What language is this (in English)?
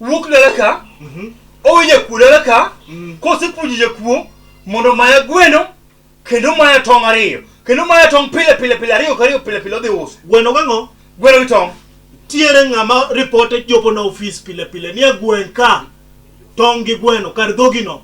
Luo (Kenya and Tanzania)